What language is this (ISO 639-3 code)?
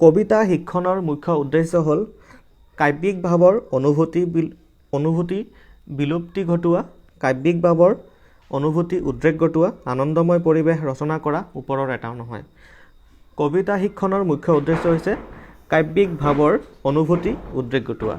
asm